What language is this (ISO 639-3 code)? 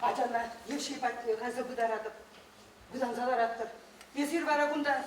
chv